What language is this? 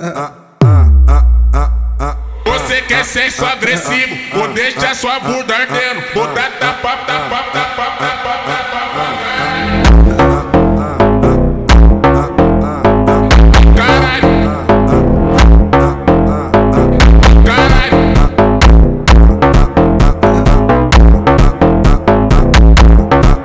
Portuguese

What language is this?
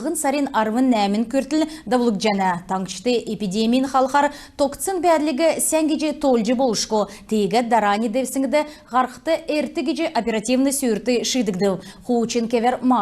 Kalmyk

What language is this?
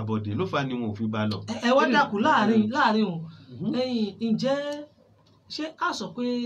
Yoruba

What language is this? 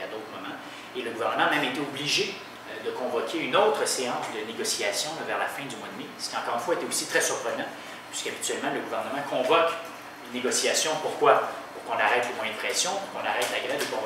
French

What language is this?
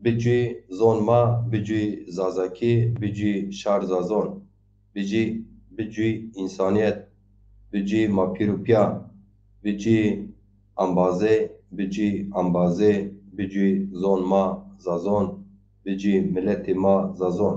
Zaza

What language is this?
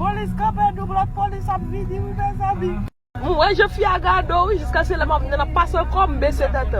Haitian Creole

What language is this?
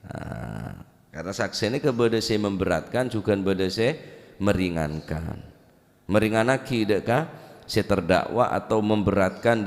Madurese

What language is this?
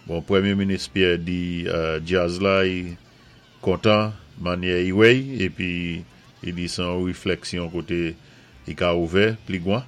Saint Lucian Creole French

